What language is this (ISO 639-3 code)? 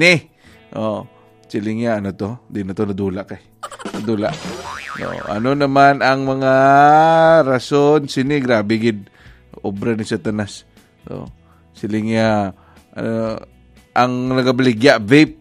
hil